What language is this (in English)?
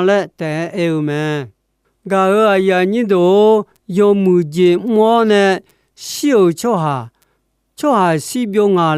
Akha